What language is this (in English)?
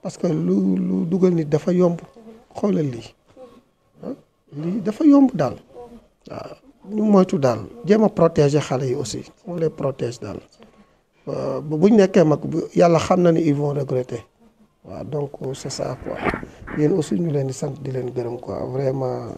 Wolof